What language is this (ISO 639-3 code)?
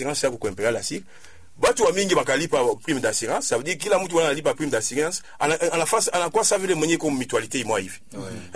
swa